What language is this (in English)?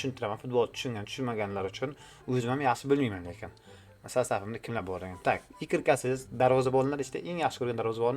Uzbek